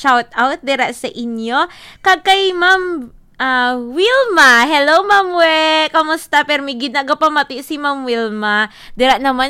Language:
Hiligaynon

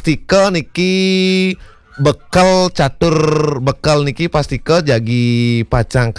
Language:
Balinese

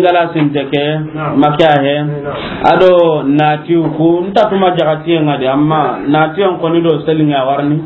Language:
Soninke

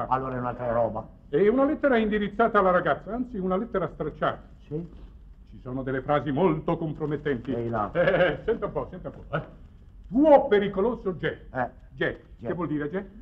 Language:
Italian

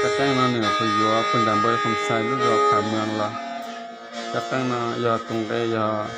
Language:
Hmong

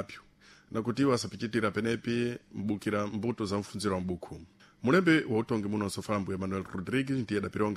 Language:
Sena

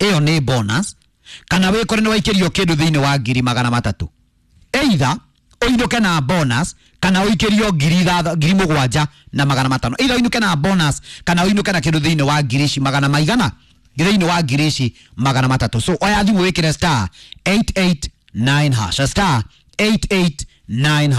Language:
Kikuyu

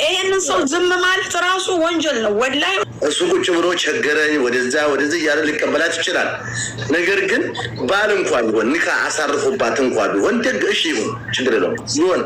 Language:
Amharic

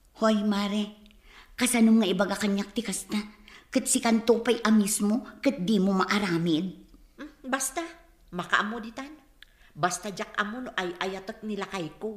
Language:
Iloko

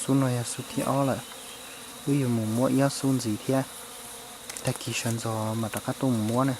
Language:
Hmong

